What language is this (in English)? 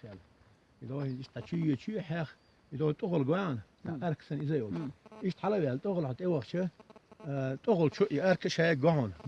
Chechen